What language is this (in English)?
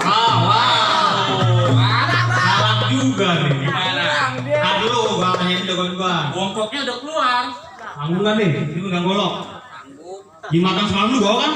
Betawi